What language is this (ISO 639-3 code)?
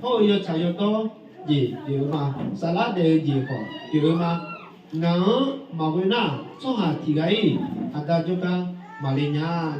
ahk